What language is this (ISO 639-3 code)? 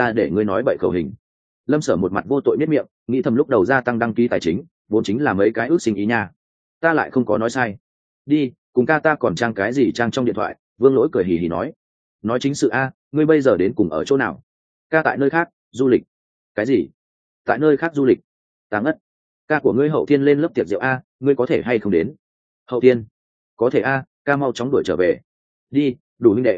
vie